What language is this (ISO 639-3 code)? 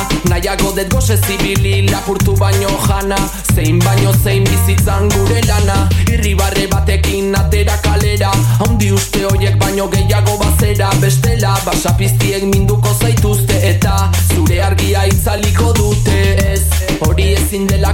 eus